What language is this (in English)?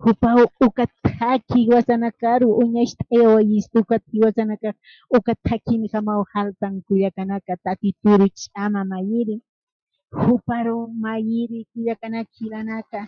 Aymara